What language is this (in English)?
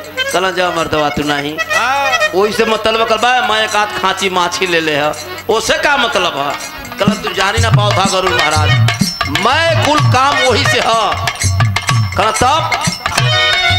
Bhojpuri